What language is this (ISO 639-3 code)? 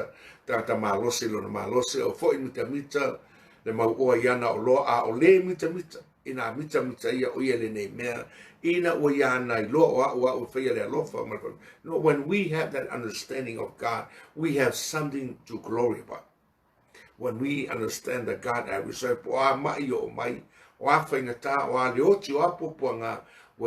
smo